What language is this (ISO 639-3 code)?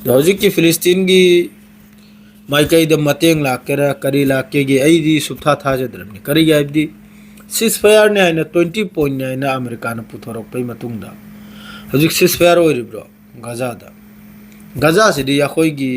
mni